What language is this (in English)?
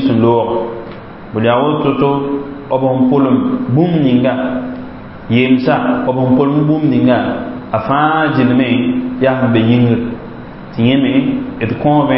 Mossi